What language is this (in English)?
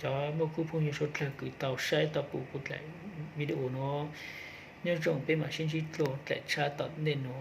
Hmong